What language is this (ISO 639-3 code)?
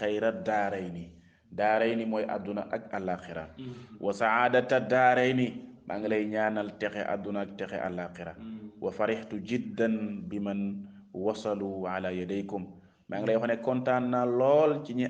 wol